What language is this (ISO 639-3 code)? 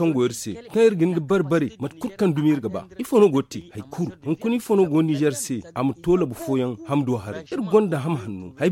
dje